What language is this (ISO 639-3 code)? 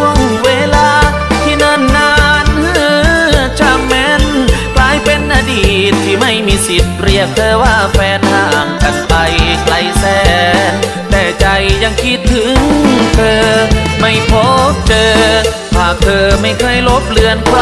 tha